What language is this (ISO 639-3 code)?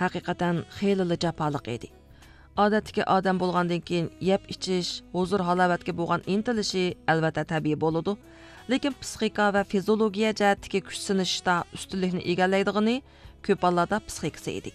uig